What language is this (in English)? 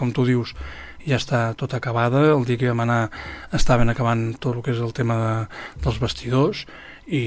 Catalan